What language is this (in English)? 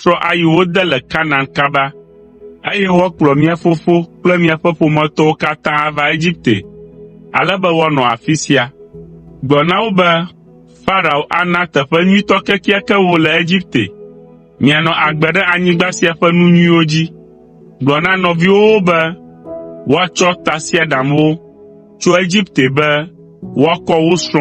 Ewe